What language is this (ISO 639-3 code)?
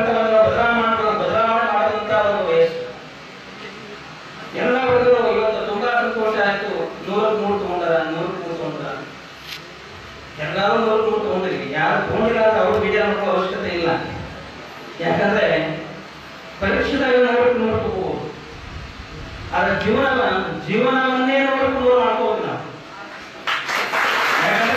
kan